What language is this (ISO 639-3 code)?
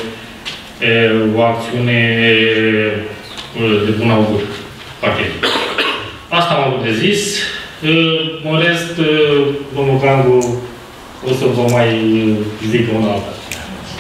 ron